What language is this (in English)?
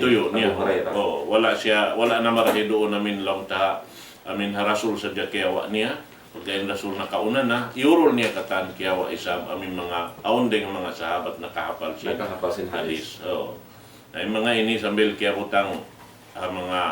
Tausug